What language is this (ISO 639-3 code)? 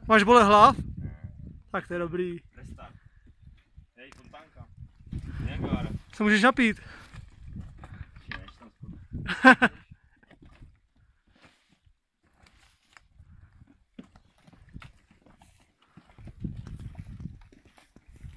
ces